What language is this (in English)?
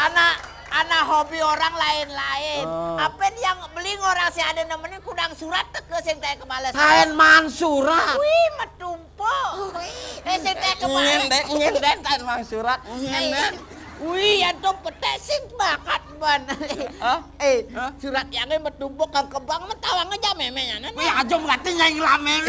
Balinese